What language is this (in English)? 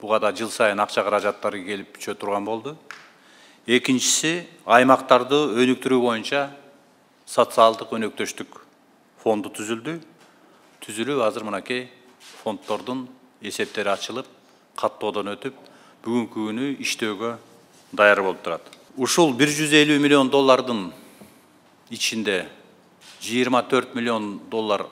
Kyrgyz